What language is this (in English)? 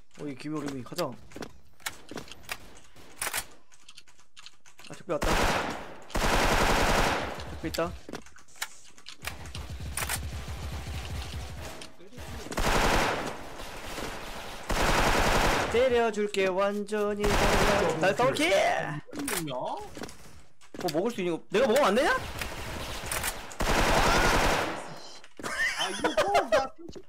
Korean